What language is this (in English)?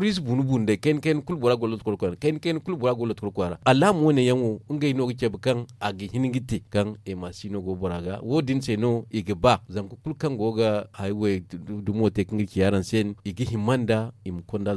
Zarma